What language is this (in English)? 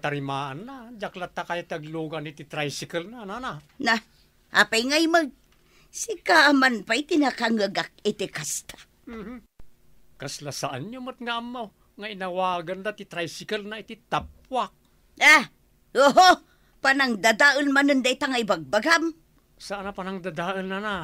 Iloko